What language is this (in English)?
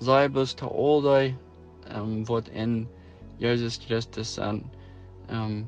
Plautdietsch